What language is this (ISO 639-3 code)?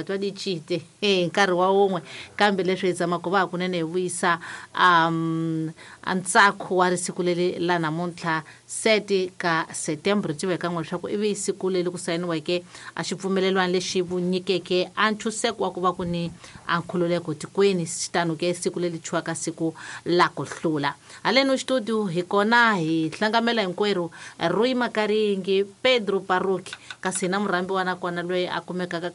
tso